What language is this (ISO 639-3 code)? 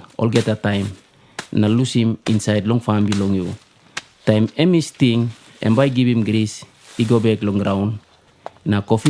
tpi